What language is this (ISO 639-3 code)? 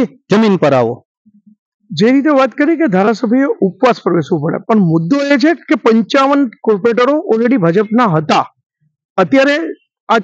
guj